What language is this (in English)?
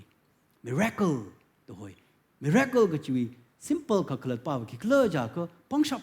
Tangkhul Naga (India)